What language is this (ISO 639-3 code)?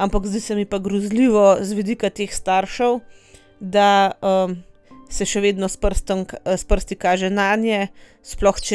slv